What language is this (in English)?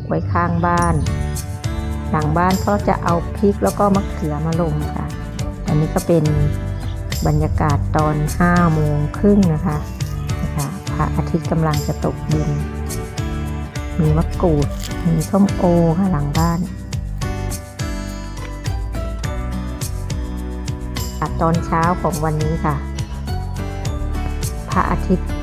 Thai